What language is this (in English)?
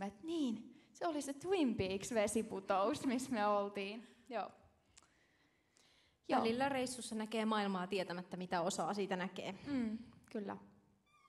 Finnish